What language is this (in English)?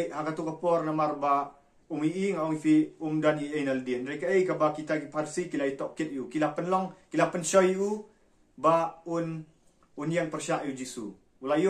Khasi